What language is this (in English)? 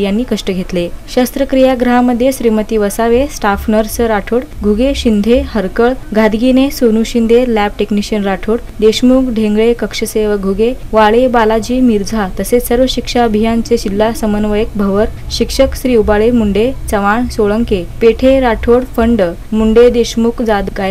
Marathi